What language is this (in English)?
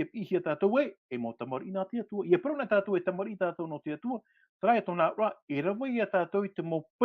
Tahitian